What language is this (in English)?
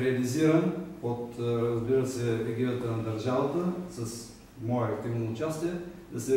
Bulgarian